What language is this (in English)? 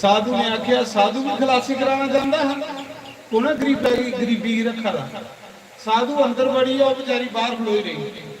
Dogri